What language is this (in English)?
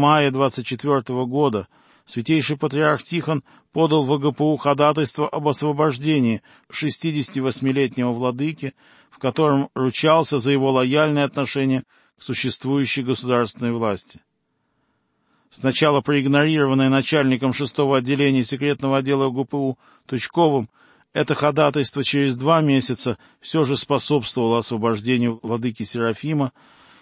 Russian